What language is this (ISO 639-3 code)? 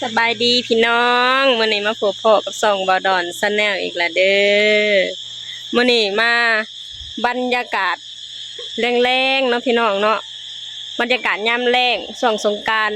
lao